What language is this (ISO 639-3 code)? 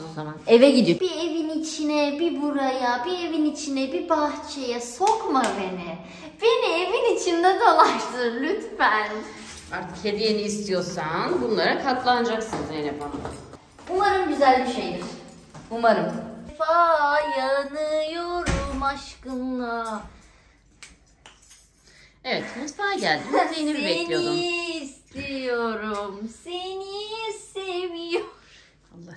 tur